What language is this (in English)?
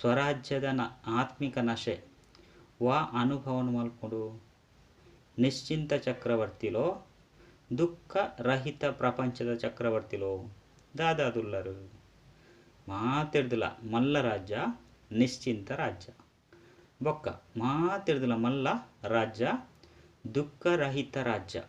Tulu